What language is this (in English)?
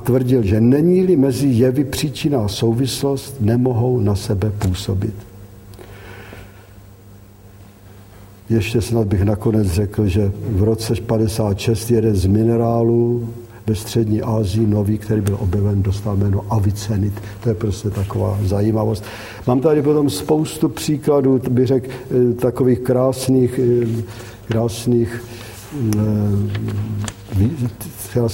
Czech